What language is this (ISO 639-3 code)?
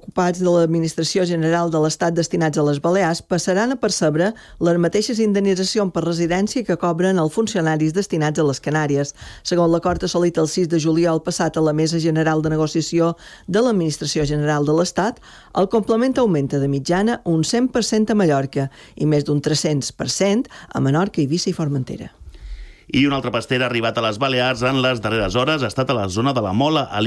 cat